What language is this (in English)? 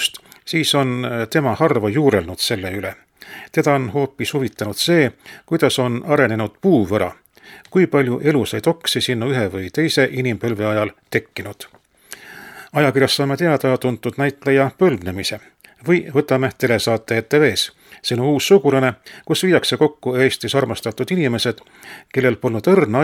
Estonian